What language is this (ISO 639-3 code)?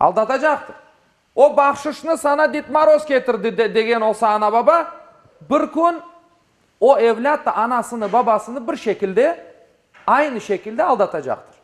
crh